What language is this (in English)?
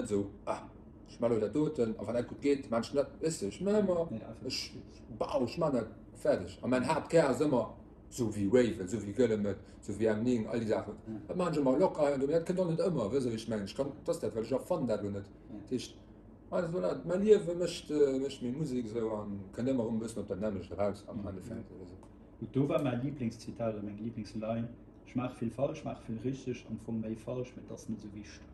Luxembourgish